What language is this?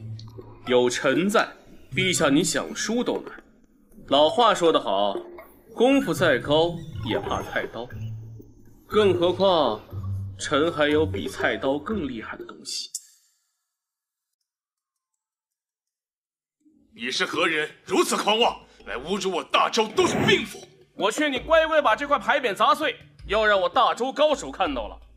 Chinese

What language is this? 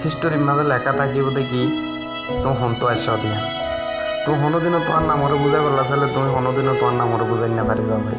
Rohingya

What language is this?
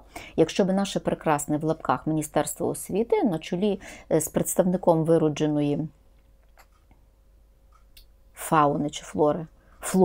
Ukrainian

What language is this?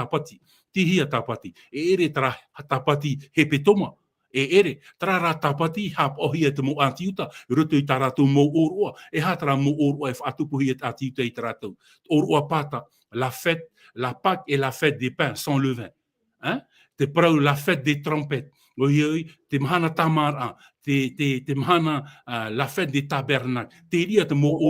Tahitian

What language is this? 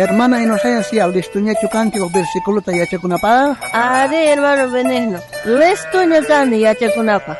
South Bolivian Quechua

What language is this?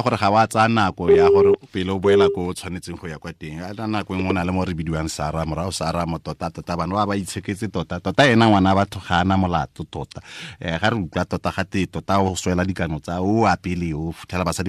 Tswana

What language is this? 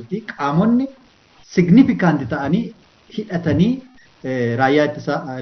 Oromo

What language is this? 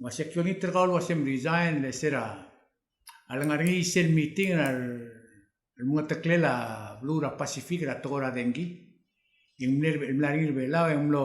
Palauan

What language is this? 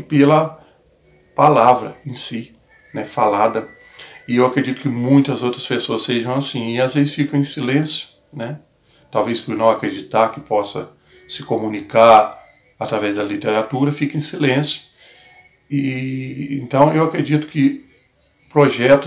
Portuguese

